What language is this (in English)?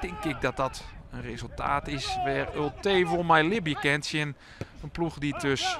Western Frisian